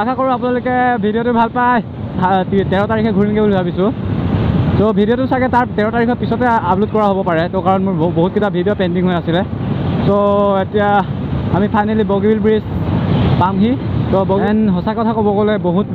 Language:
Assamese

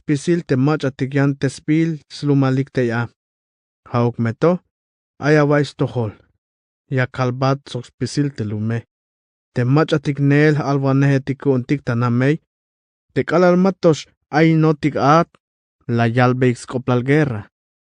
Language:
Tzeltal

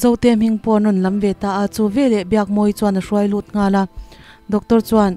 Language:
Mizo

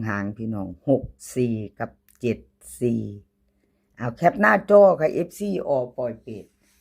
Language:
Northeastern Thai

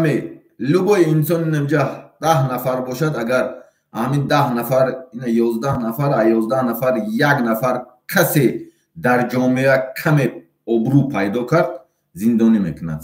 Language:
Tajik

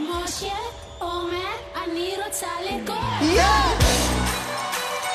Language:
Hebrew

